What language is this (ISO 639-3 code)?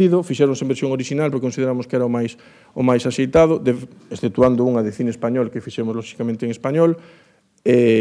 glg